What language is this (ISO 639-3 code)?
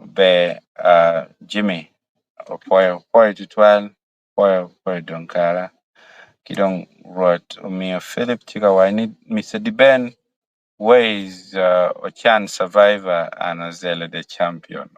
ach